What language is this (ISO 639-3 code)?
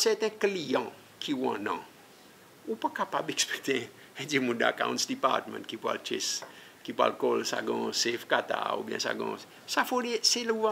crs